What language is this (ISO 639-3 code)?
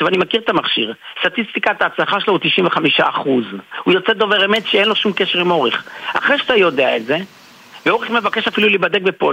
heb